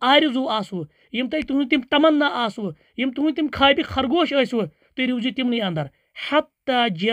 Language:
Kashmiri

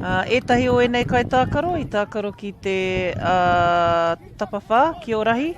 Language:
Māori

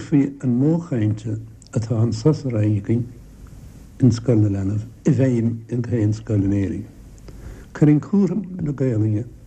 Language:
Irish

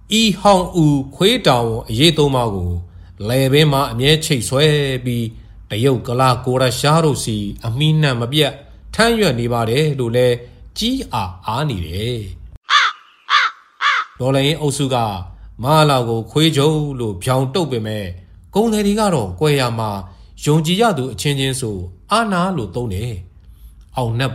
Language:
Burmese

